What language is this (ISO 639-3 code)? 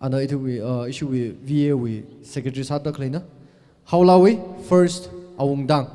nmf